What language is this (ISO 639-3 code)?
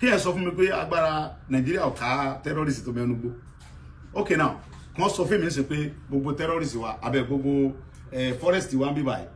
yor